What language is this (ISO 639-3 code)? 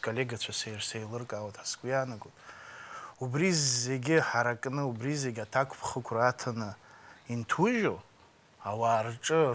abk